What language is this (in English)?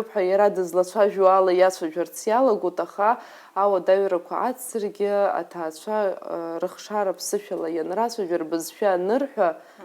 Abkhazian